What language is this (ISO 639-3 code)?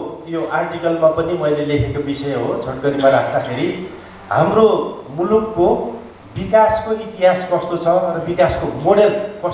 nep